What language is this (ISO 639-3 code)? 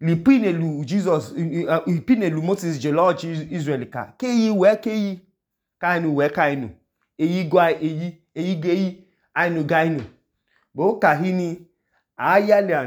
idu